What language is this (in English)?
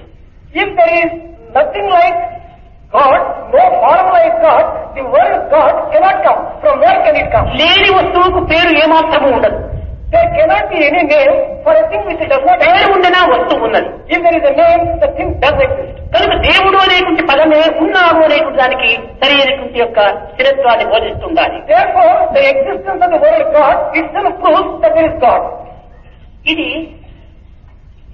Telugu